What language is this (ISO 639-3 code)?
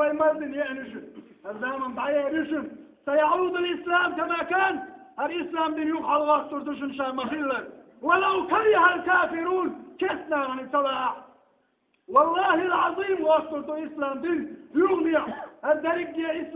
che